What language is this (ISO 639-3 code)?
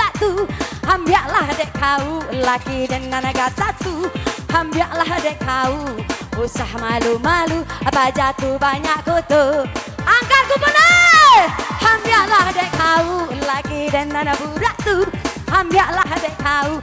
min